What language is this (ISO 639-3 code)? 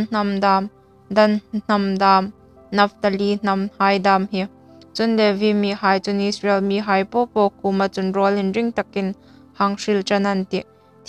hmr